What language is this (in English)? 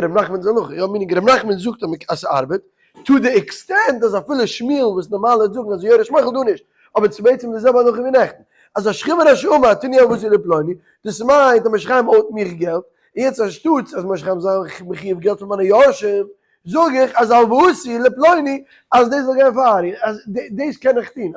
Yiddish